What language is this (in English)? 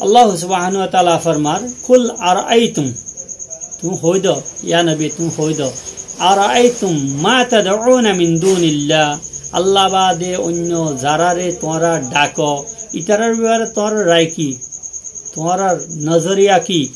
Rohingya